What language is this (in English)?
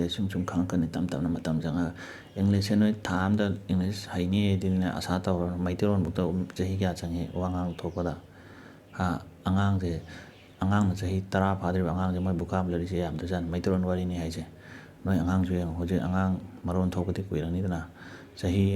Manipuri